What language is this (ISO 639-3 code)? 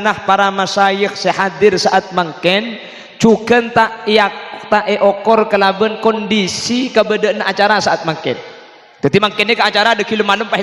mad